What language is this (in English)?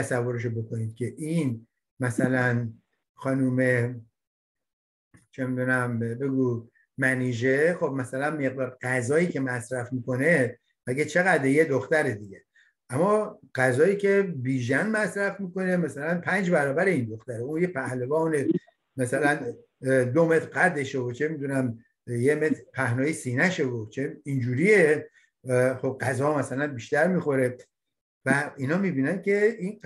Persian